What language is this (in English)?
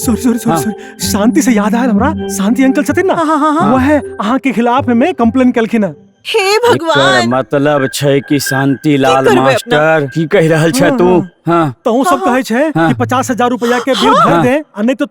Maithili